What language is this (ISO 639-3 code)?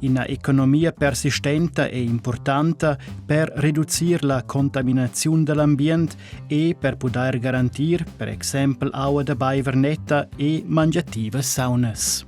roh